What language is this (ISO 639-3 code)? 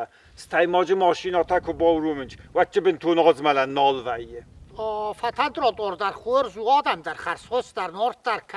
oss